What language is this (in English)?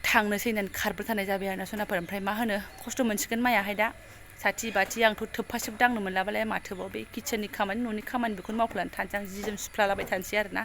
Bodo